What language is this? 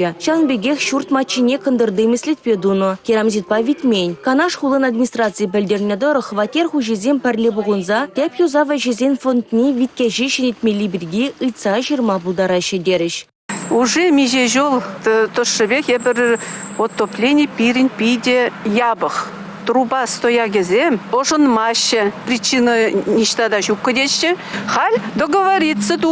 Chuvash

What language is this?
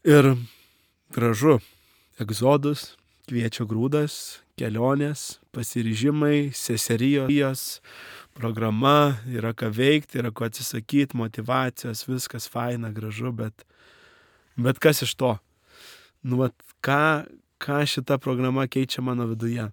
Lithuanian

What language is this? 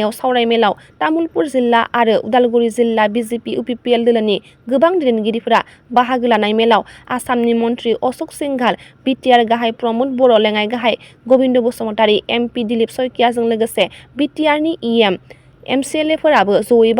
Bodo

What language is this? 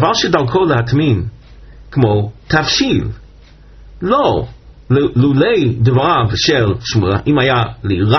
Hebrew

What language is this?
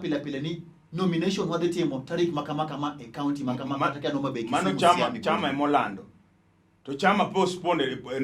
Luo (Kenya and Tanzania)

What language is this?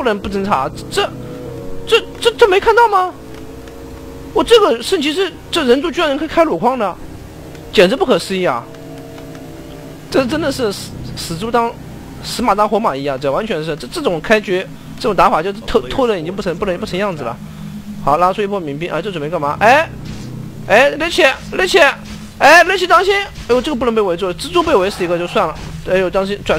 Chinese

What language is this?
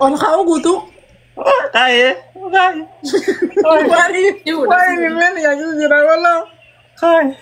Oromo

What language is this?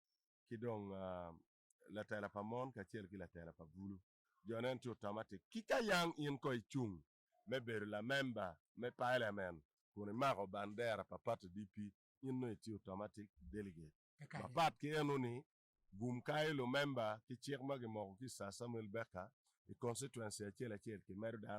Acoli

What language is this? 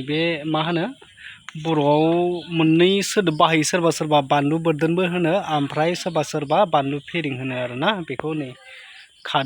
Bodo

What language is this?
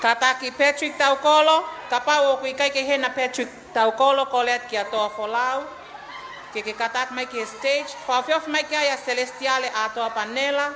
Tongan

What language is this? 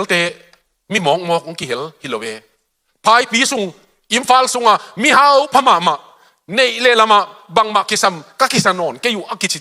Tedim Chin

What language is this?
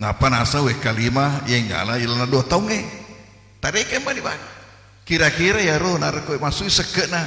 Buginese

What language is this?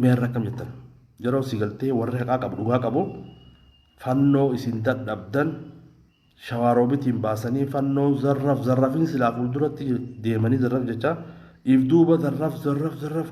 Oromo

